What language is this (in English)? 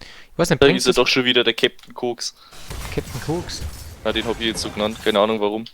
Bavarian